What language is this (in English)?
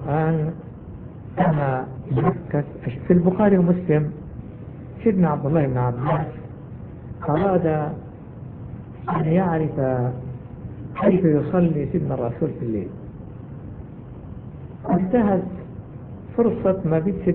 Arabic